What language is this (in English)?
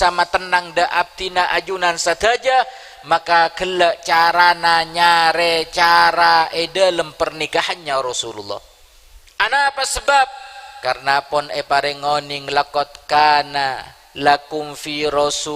Madurese